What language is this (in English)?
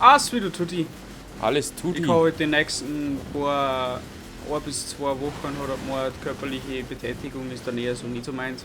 Bavarian